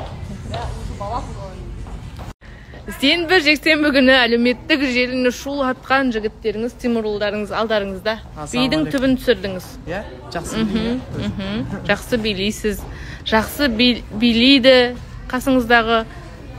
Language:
Kazakh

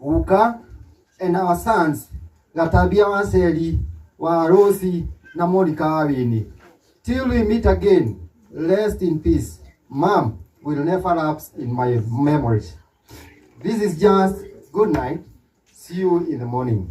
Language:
Kikuyu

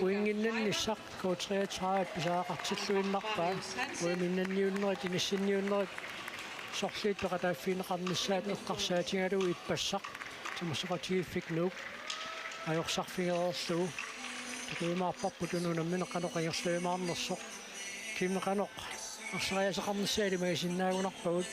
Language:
Kalaallisut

